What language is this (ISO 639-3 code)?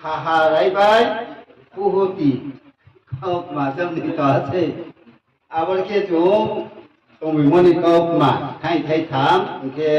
ria